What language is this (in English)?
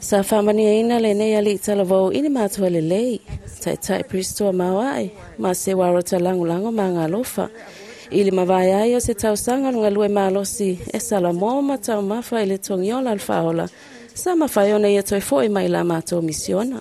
Samoan